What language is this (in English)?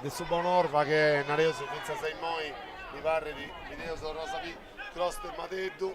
Sardinian